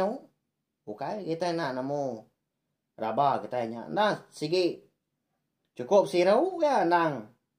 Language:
Iban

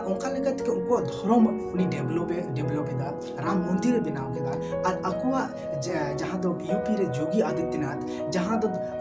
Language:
Santali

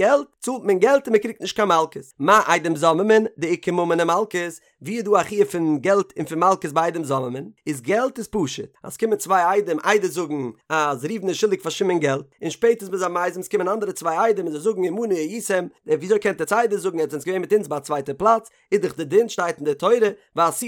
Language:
Yiddish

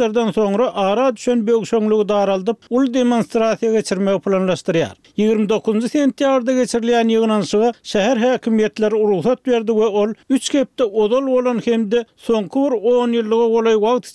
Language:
Turkmen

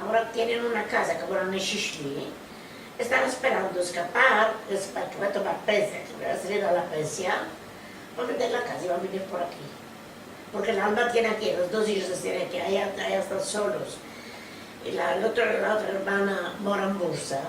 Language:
Ladino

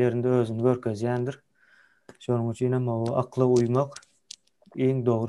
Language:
Turkmen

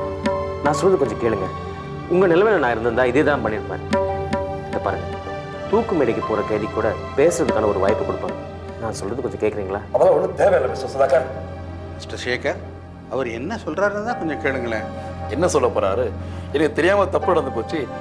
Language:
Tamil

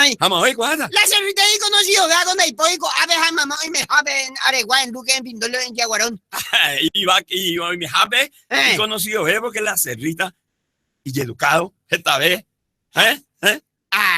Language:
Guarani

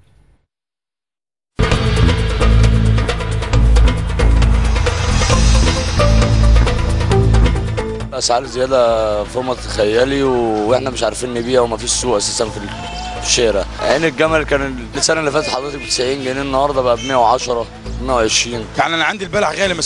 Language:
Egyptian Arabic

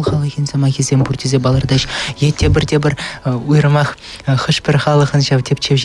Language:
Chuvash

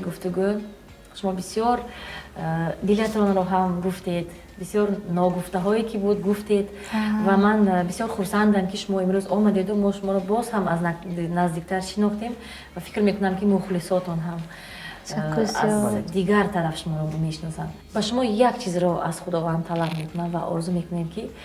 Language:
Tajik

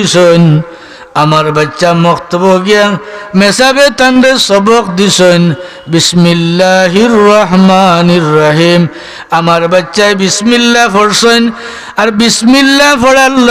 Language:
Sylheti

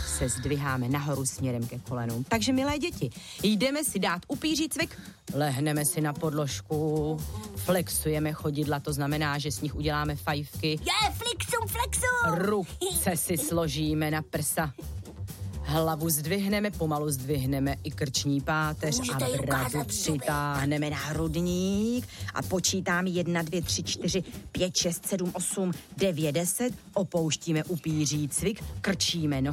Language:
Czech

